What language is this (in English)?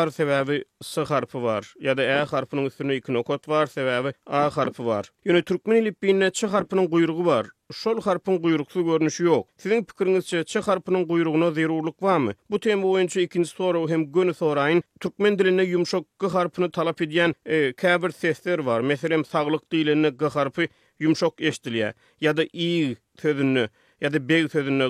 Turkmen